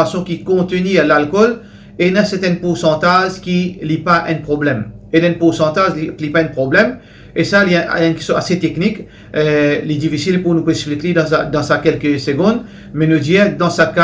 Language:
Morisyen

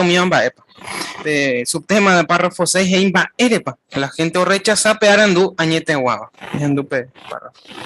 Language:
Guarani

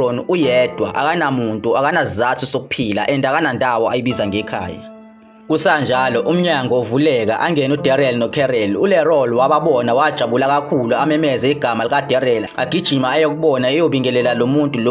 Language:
Zulu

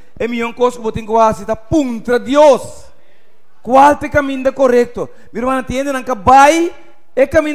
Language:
Papiamento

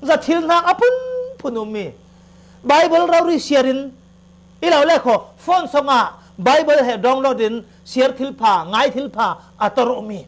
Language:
Falam Chin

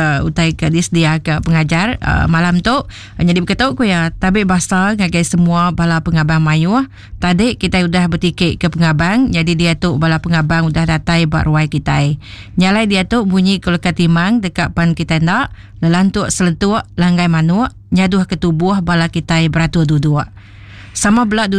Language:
Iban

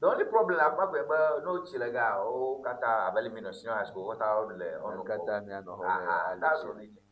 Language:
Ewe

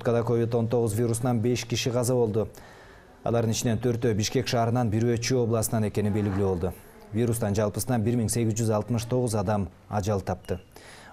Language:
Kyrgyz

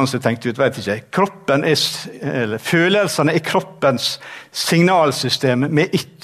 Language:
Norwegian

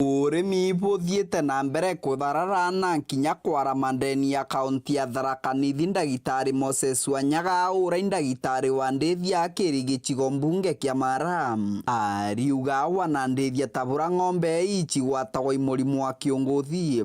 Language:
Meru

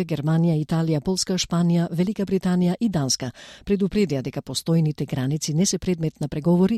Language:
Macedonian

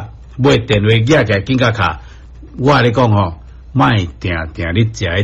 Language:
Min Nan Chinese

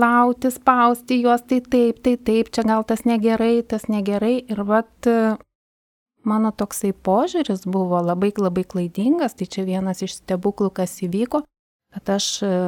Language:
Lithuanian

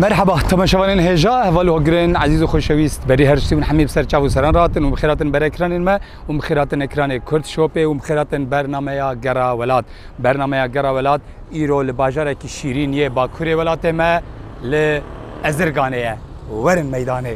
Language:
Kurdish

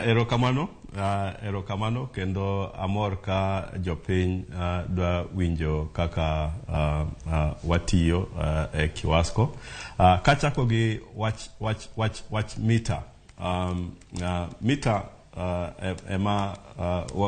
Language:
Luo (Kenya and Tanzania)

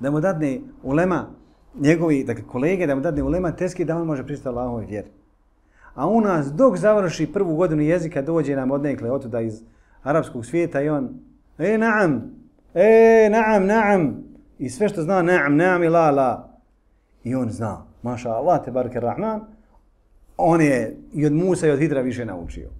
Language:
Bosnian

